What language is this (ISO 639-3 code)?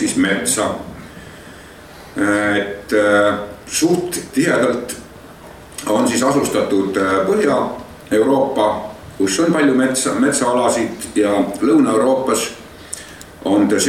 est